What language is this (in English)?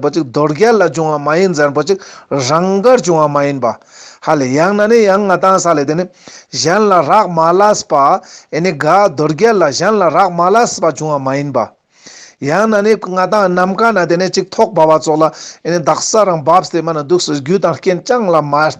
Ladakhi